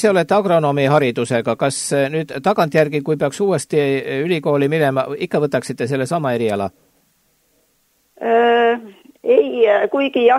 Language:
Estonian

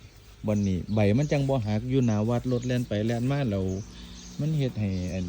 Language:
Northeastern Thai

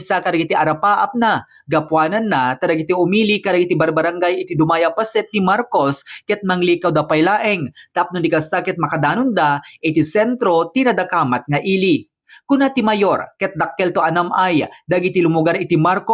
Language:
Iloko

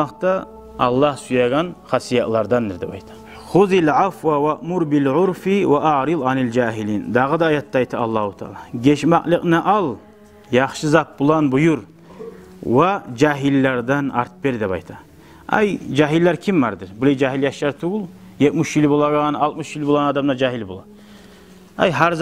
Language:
Kumyk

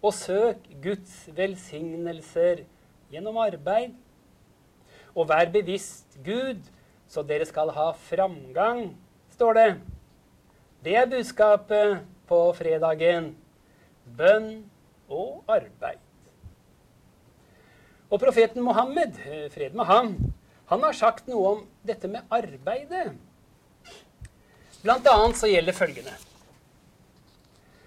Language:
Norwegian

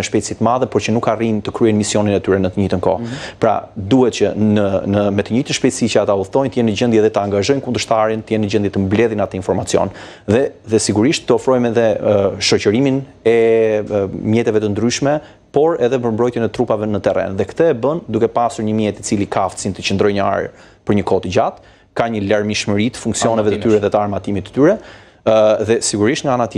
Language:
Albanian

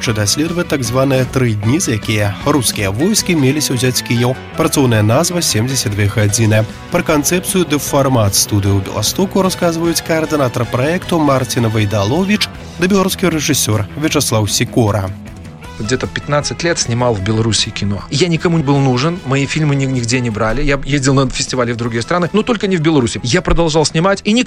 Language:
Belarusian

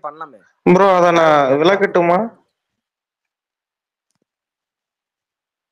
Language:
Tamil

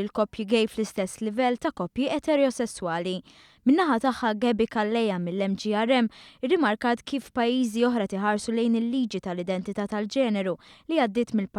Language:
Maltese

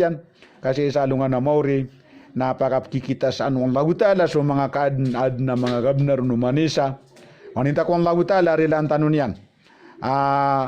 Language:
Maranao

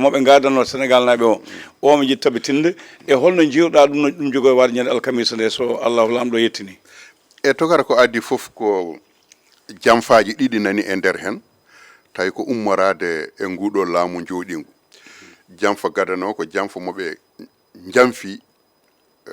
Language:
Fula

